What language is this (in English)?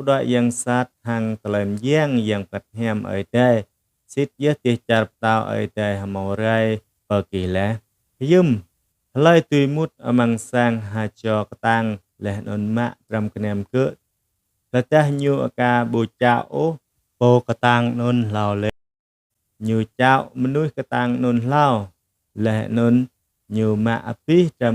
Jarai